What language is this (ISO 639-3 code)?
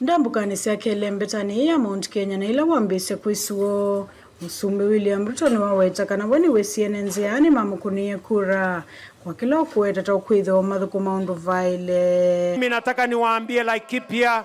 kam